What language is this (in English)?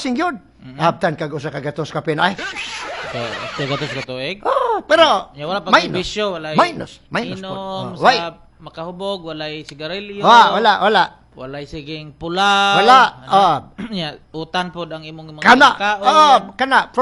Cebuano